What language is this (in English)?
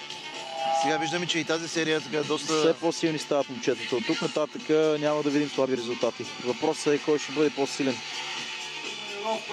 Bulgarian